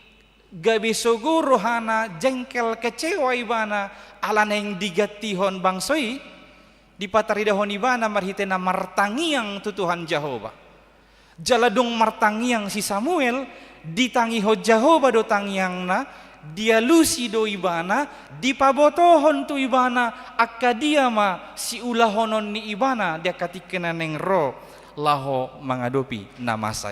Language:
Batak Toba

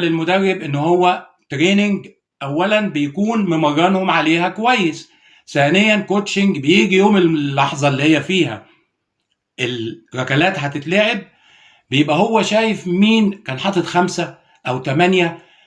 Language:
Egyptian Arabic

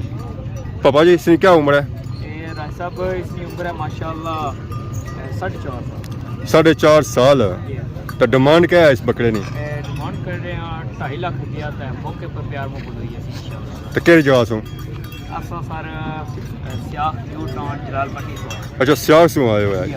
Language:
Pahari-Potwari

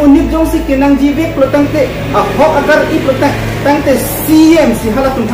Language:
Karbi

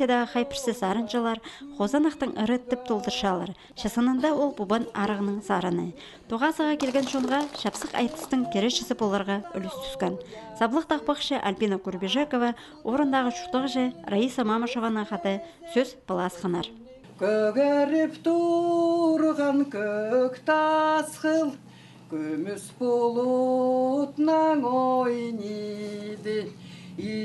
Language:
Khakas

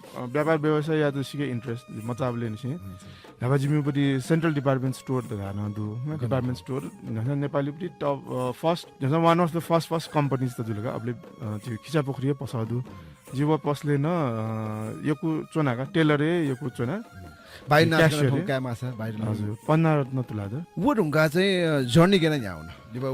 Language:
Newari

